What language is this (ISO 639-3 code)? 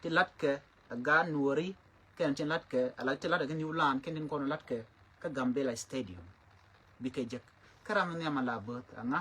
nus